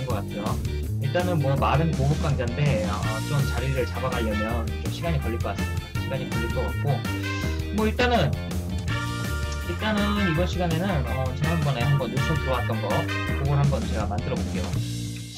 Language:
Korean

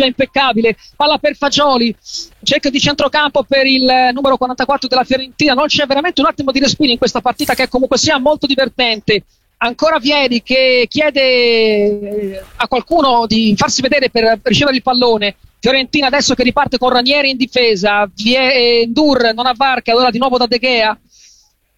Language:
Italian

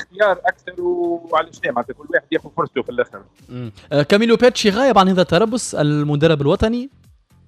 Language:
Tunisian Arabic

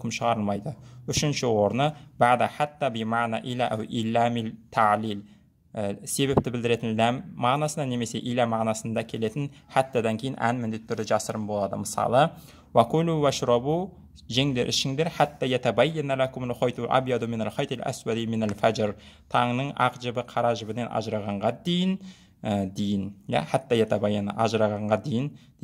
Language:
Kazakh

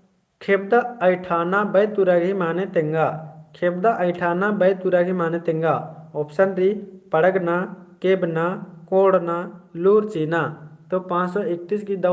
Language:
Kurukh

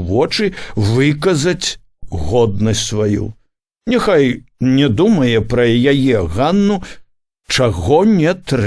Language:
Belarusian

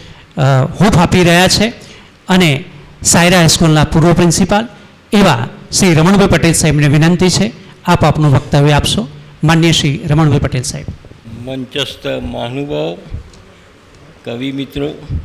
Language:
Gujarati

